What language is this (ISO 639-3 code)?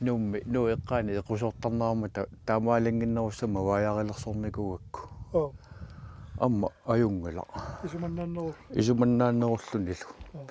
kal